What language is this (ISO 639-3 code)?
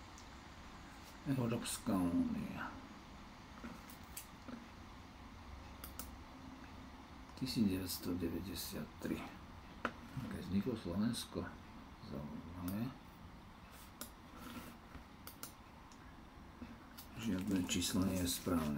slk